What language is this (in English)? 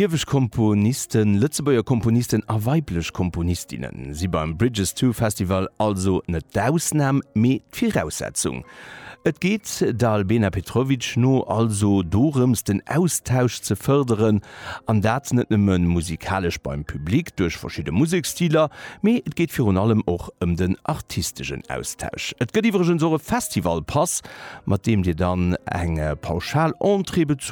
Luxembourgish